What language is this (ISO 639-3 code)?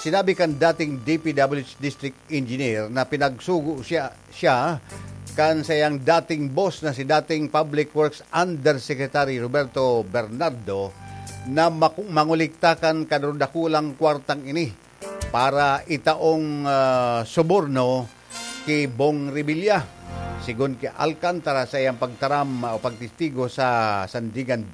bik